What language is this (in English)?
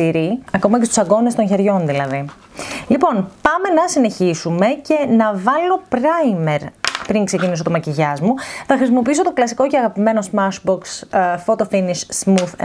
Greek